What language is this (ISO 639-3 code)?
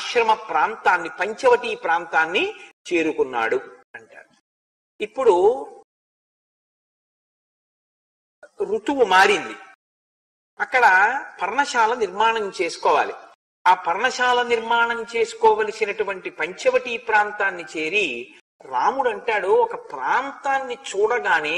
tel